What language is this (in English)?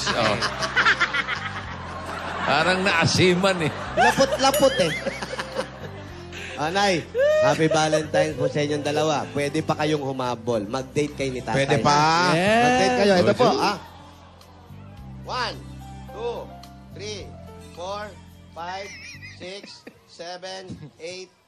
Filipino